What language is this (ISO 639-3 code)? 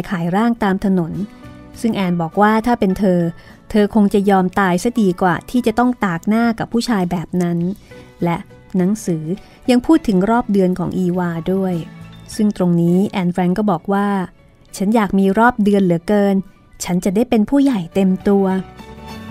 tha